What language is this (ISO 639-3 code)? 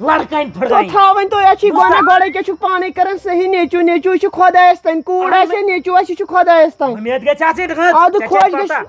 kas